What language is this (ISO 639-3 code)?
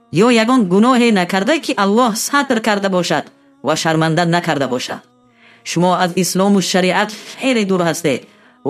tgk